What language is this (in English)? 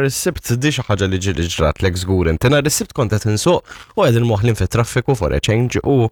Maltese